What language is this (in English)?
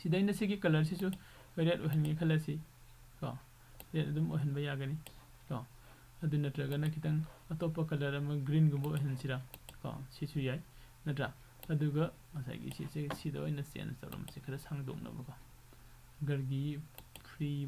Manipuri